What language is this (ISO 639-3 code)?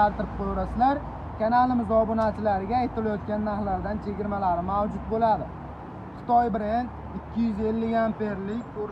uzb